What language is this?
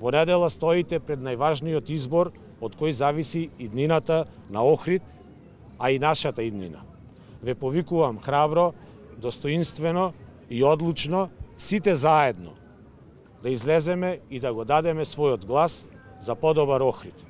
Macedonian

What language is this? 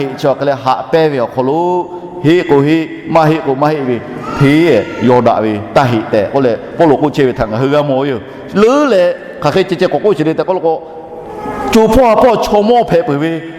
Lahu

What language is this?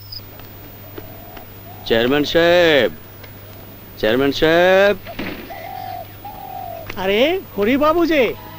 Bangla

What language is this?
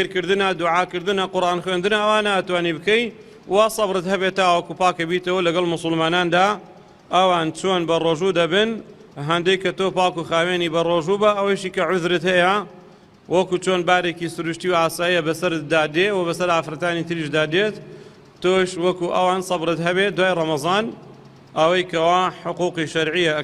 Central Kurdish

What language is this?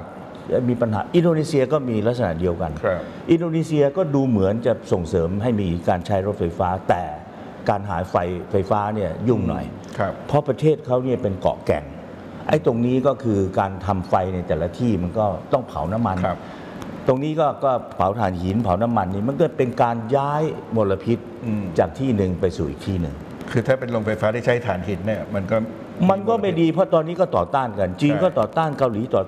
Thai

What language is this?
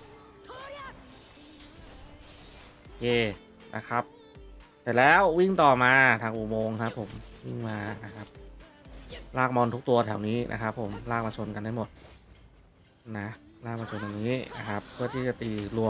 Thai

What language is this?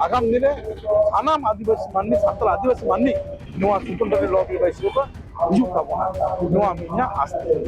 Santali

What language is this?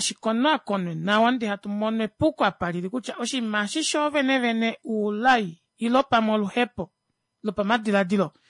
Kuanyama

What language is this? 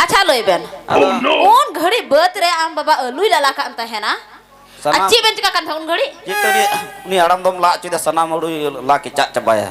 Santali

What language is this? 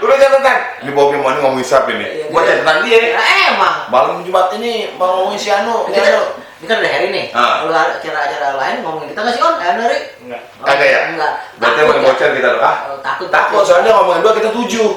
Betawi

